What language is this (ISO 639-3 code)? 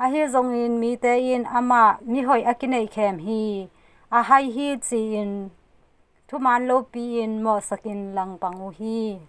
ctd